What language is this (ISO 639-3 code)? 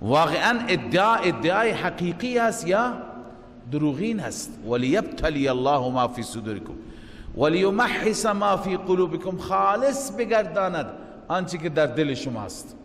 fas